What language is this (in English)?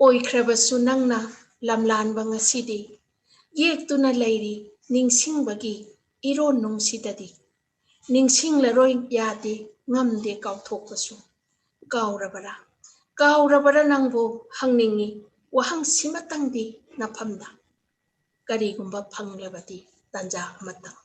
Manipuri